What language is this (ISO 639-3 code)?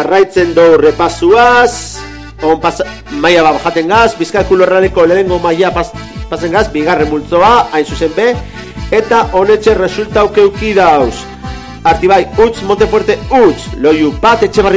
eus